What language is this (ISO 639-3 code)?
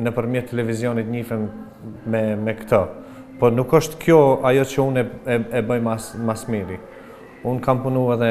sqi